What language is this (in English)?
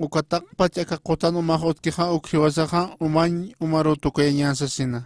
Aymara